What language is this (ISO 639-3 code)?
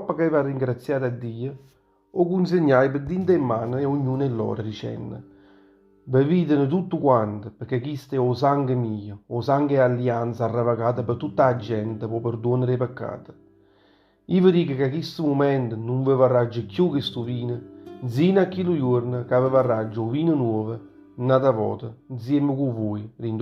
nap